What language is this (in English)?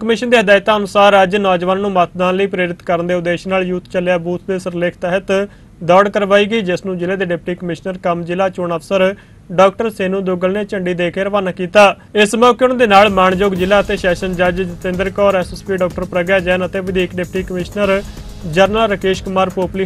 Punjabi